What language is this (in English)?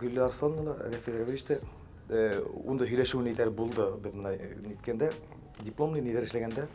Bashkir